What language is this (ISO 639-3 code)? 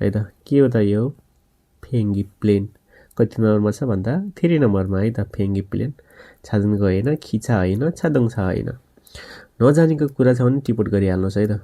nep